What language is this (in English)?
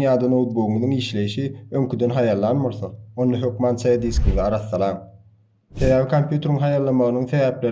Turkmen